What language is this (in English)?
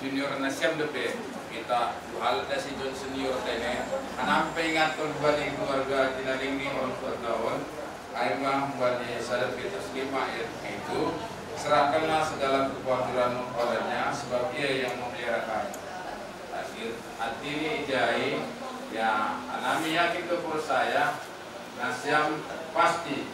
Batak Simalungun